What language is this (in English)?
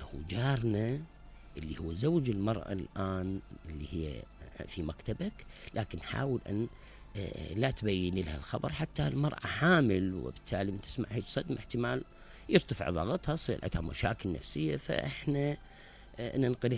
Mesopotamian Arabic